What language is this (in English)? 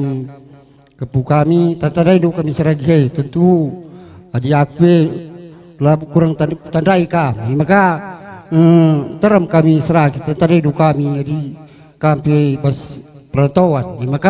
Batak Karo